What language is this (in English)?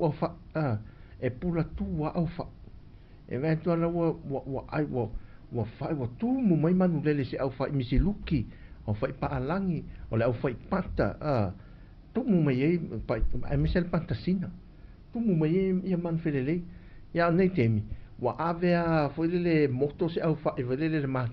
Samoan